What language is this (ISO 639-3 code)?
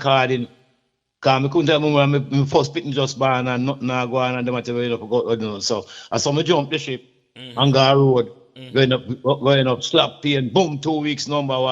jam